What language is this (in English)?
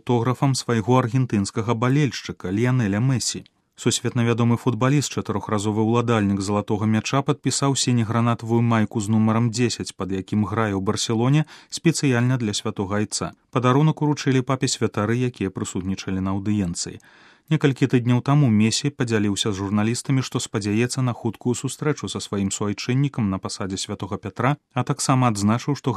Belarusian